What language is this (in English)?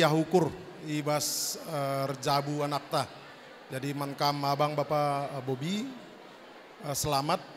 Batak Karo